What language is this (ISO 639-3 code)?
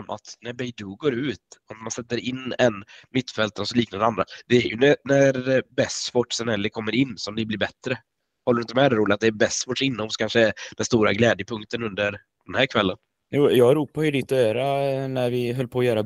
swe